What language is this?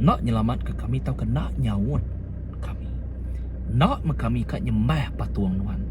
Iban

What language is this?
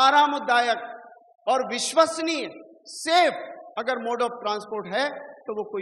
Hindi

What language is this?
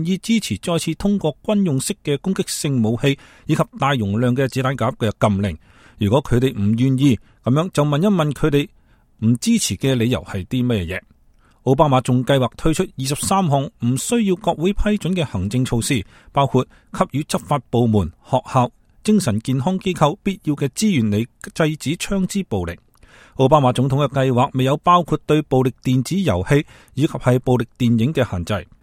Cantonese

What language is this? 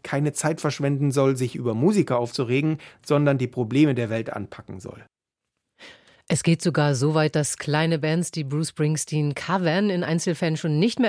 German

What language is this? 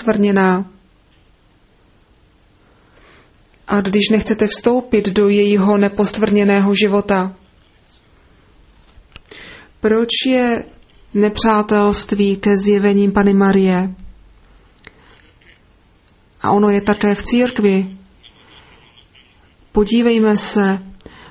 Czech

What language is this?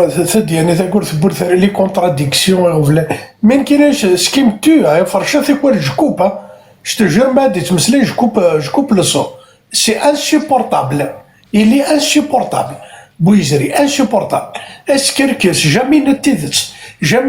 Kabyle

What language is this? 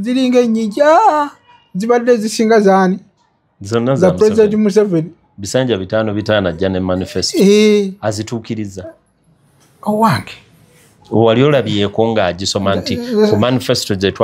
Ganda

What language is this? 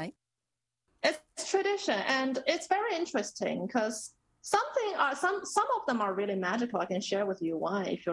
English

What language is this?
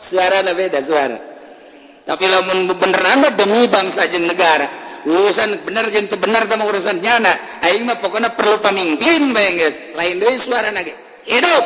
Sundanese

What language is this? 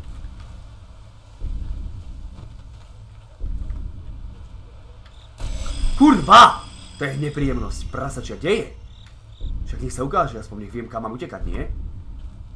Slovak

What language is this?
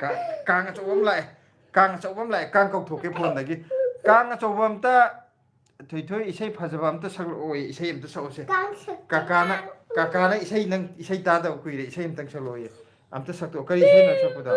Manipuri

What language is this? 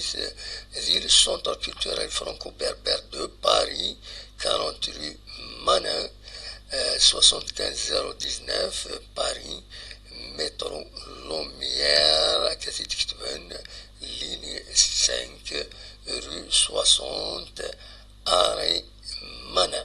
Kabyle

